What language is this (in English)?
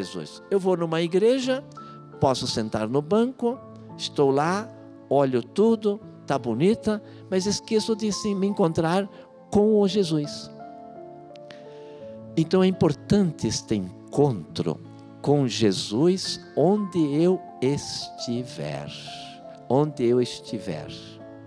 Portuguese